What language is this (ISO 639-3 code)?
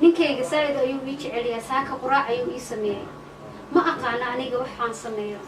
som